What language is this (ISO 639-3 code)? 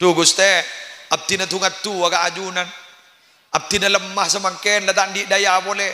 mad